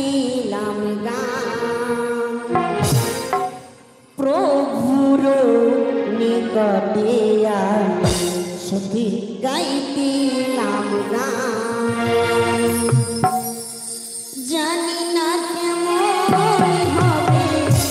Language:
Bangla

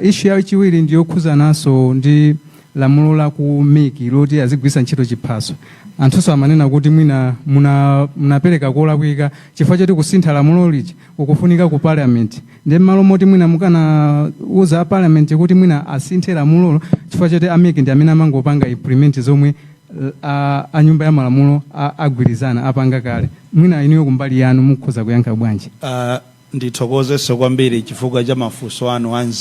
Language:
Nyanja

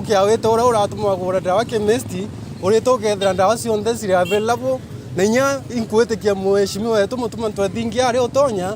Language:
Meru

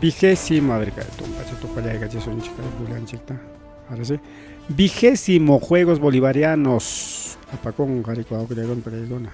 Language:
Ayacucho Quechua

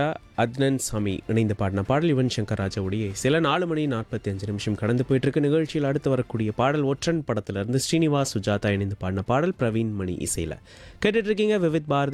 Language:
Tamil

